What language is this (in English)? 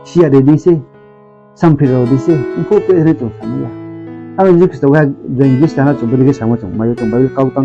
Riang (India)